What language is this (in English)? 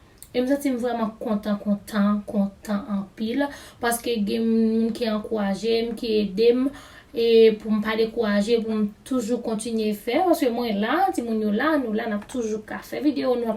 Haitian Creole